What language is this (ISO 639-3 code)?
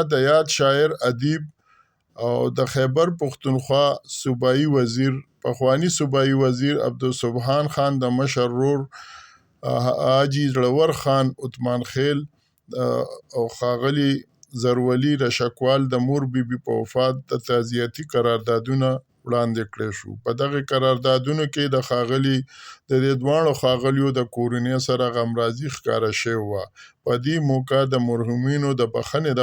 pus